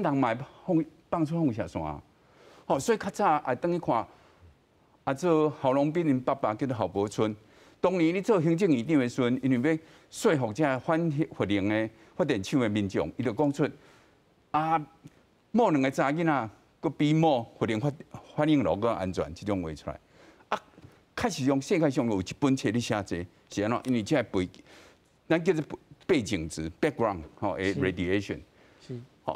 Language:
Min Nan Chinese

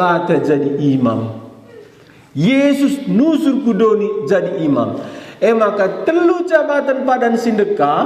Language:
Batak Karo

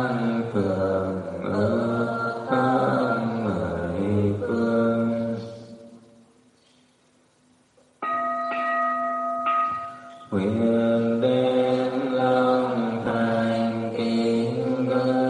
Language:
Vietnamese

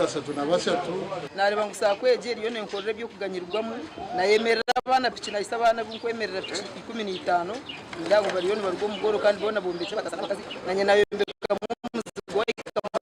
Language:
Nyankole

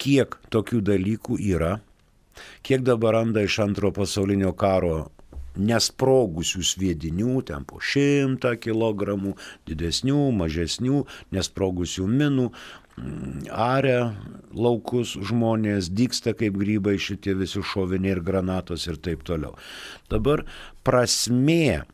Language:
Lithuanian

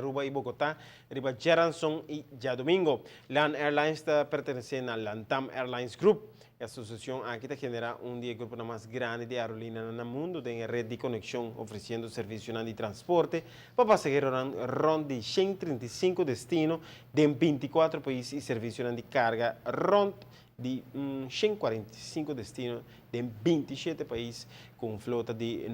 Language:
Papiamento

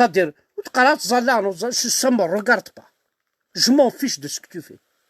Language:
Kabyle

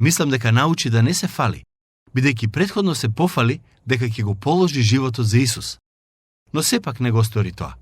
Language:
Macedonian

